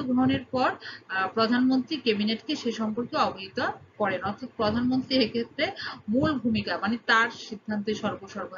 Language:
Bangla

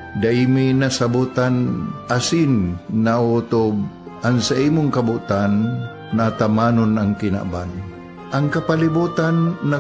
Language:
Bikol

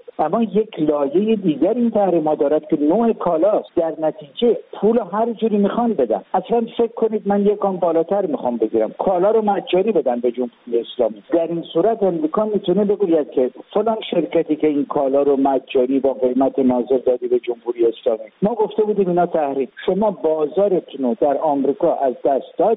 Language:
Persian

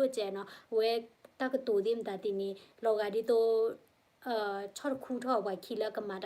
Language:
S'gaw Karen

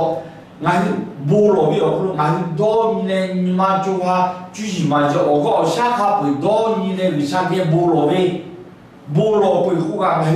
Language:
Lahu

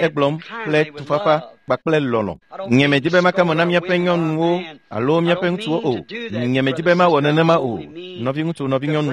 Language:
Ewe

